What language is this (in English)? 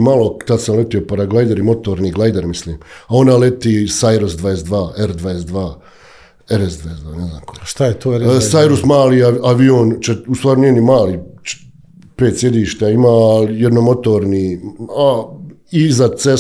Bosnian